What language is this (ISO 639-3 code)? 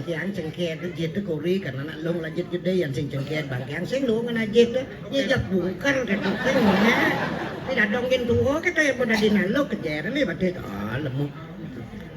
ban